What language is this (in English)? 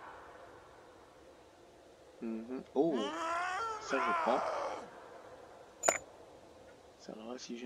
French